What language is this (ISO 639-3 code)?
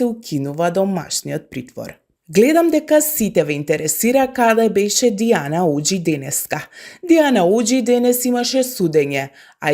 mkd